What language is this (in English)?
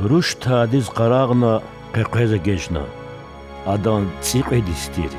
Lezghian